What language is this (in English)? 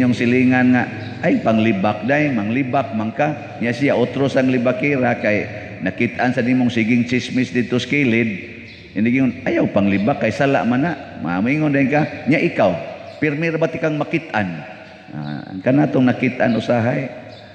Cebuano